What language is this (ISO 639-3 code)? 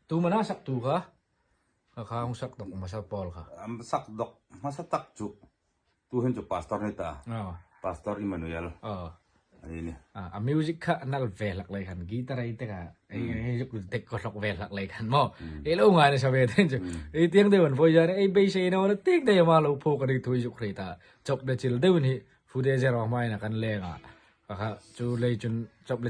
hmr